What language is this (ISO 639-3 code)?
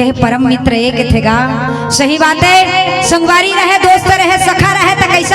hne